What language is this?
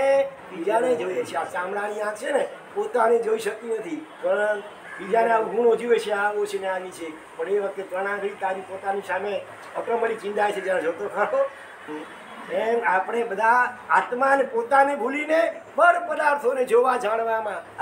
Gujarati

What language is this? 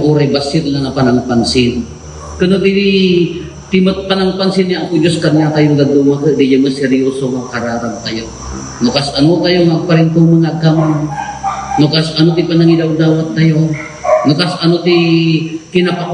Iloko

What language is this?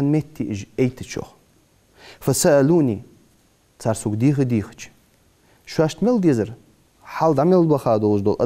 Ingush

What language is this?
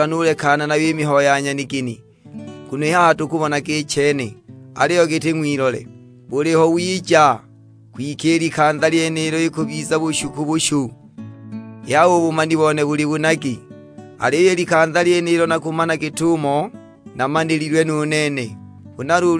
Sukuma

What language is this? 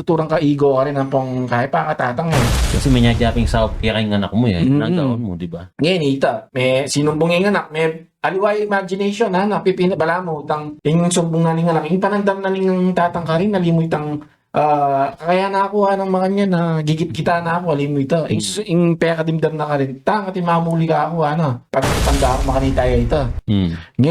Pampanga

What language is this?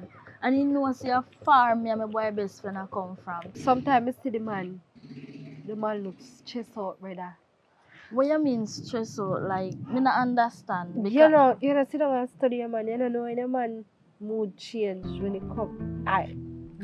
Jamaican Creole English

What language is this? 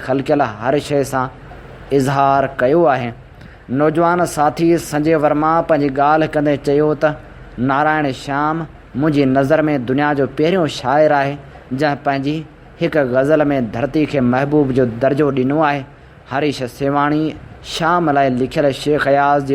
Sindhi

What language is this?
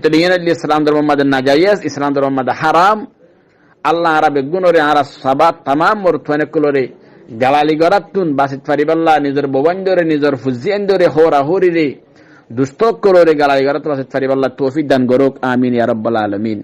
Rohingya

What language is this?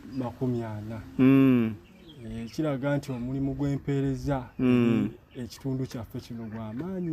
Ganda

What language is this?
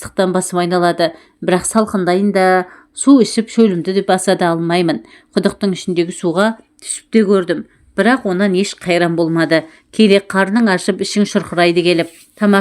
Kazakh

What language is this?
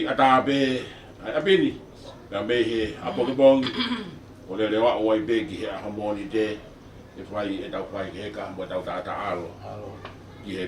Tongan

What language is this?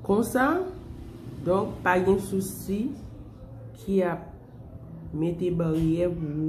Haitian Creole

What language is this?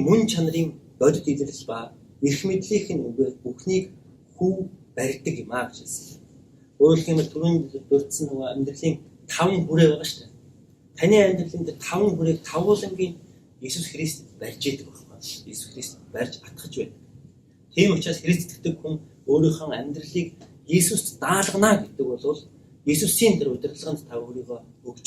Mongolian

